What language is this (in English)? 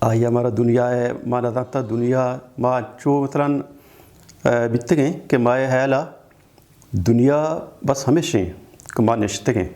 Baluchi